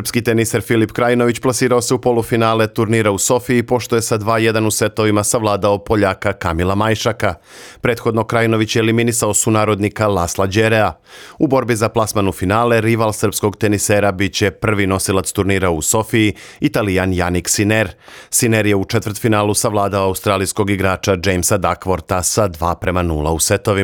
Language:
Serbian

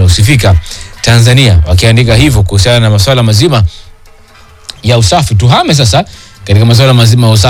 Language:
Swahili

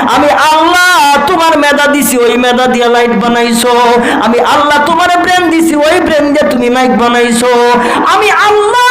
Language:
Sylheti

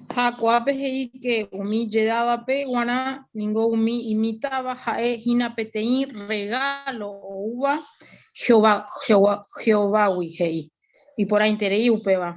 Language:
Guarani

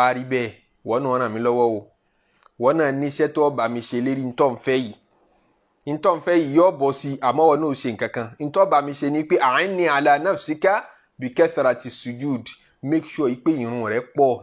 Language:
Yoruba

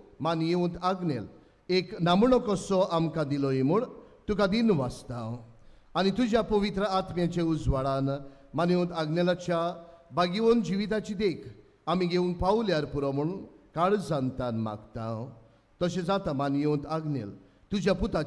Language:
Konkani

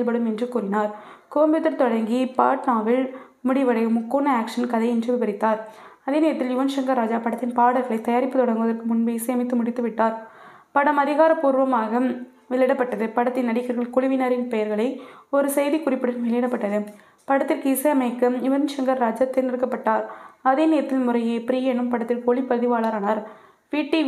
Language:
Tamil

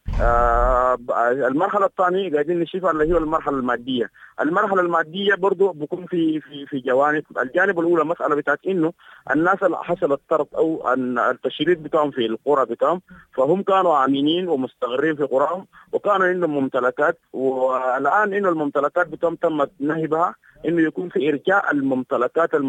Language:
Sudanese Arabic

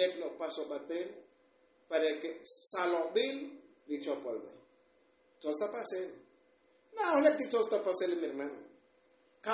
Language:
Tzotzil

